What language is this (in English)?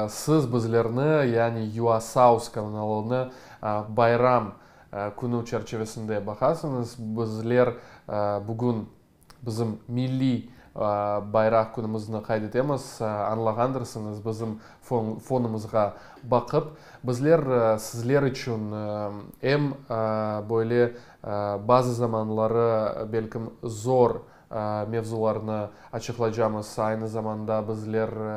Crimean Tatar